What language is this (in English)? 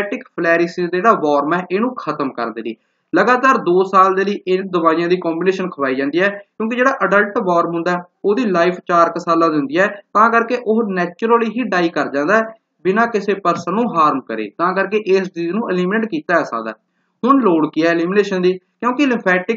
Punjabi